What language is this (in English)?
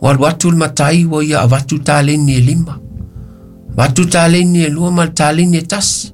Samoan